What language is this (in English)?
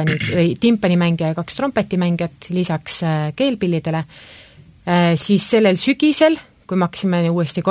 Estonian